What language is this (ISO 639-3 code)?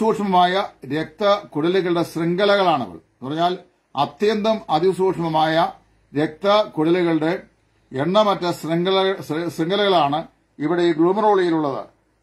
mal